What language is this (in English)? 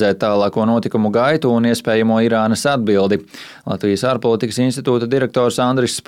Latvian